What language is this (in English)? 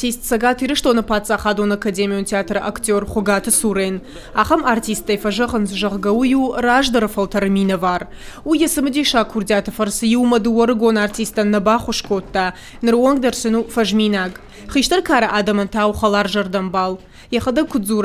Ossetic